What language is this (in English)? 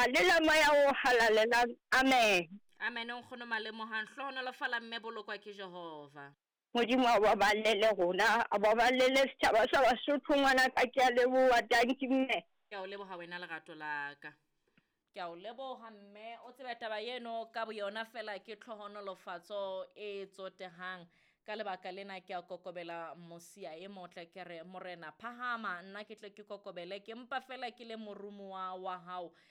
Southern Sotho